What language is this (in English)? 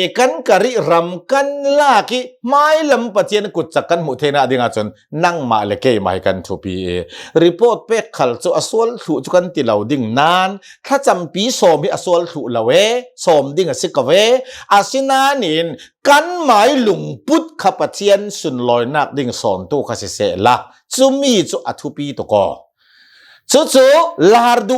Hakha Chin